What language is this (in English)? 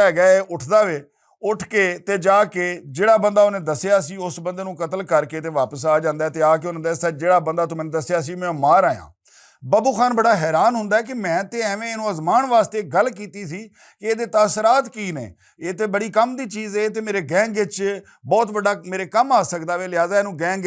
Western Panjabi